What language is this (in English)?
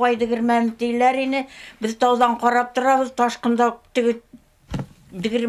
Bashkir